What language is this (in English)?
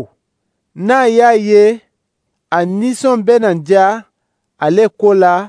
Dyula